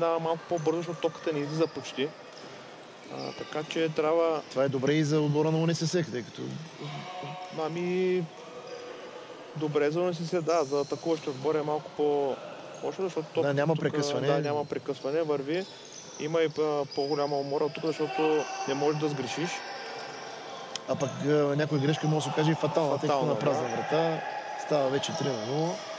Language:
Bulgarian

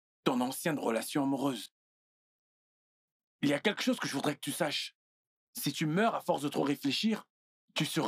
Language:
French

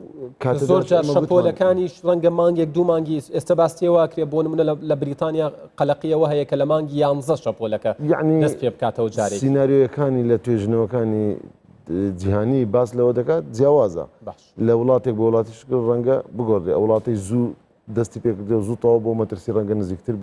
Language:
Central Kurdish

